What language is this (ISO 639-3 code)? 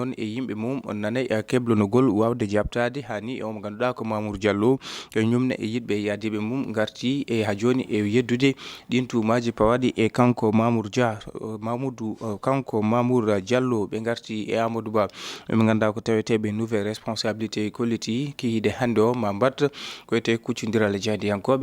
ful